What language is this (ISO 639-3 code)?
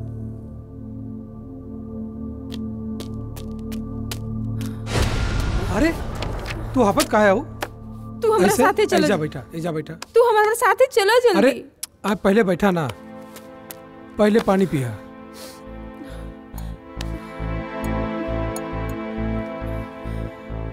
bho